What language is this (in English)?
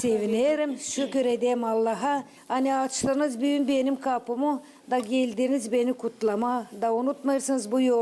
Gagauz